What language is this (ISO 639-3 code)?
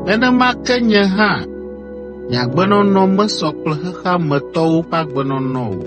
ewe